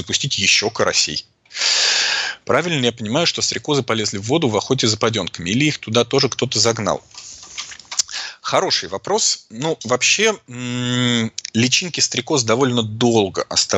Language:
Russian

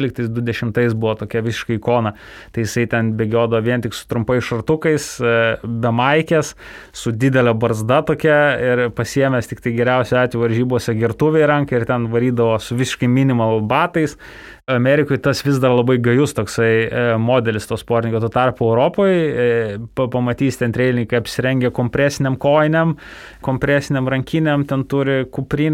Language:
Lithuanian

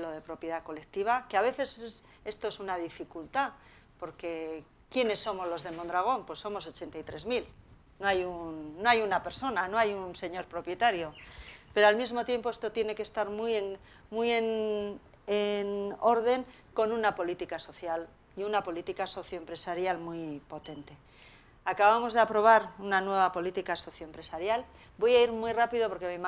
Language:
Spanish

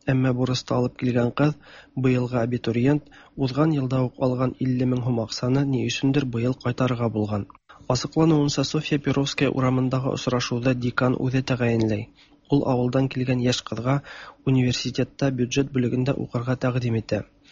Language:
Tatar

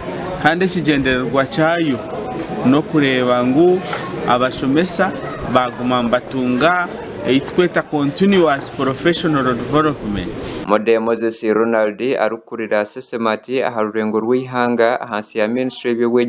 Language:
Nyankole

